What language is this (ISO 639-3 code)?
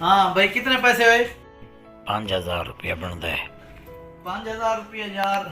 skr